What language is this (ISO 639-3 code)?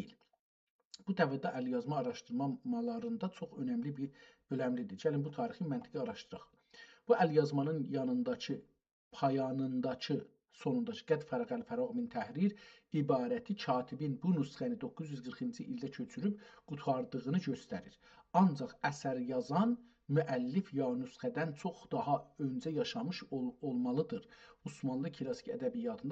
azb